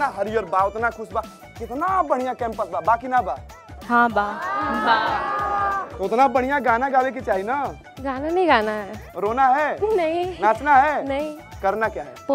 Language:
Bhojpuri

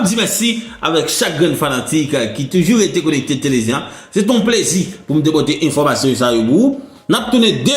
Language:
Haitian Creole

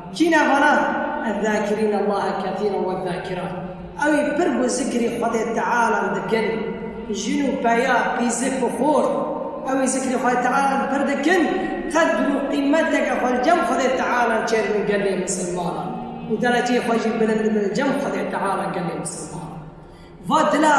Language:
Kurdish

